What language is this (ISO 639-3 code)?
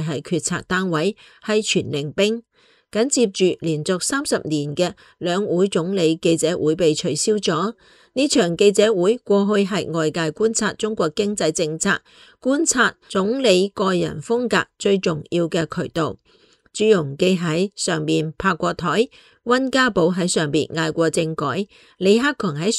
yue